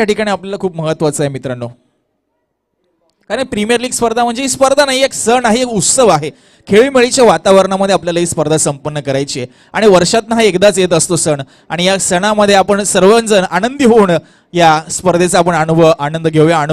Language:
Marathi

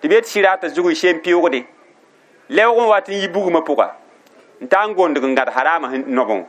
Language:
Mossi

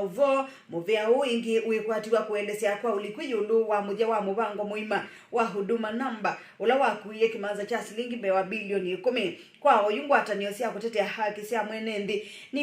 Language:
Kamba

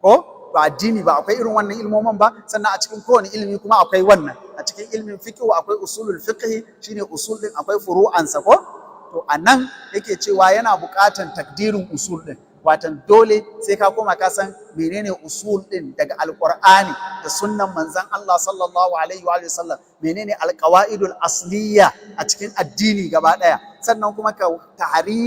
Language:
Hausa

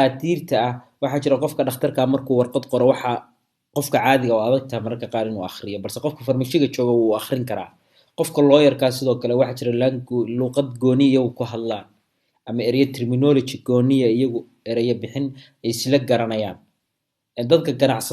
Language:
Somali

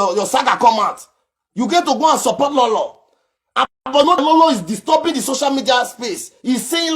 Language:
Nigerian Pidgin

